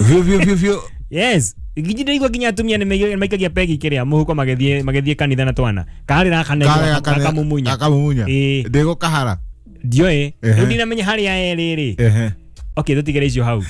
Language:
Kikuyu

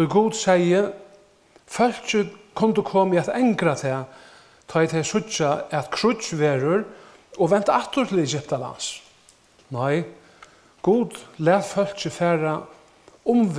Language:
Faroese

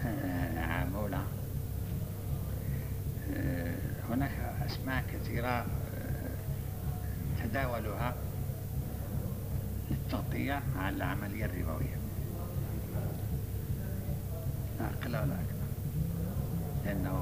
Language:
Arabic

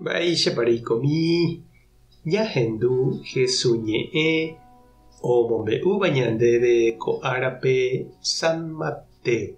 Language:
Guarani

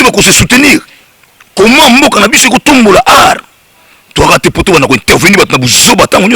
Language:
Lingala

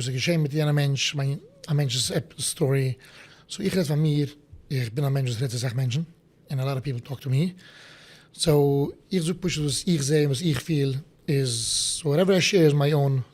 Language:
Yiddish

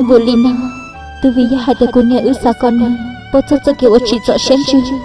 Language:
Hmong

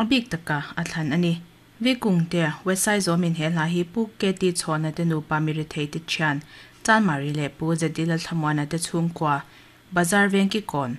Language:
Mizo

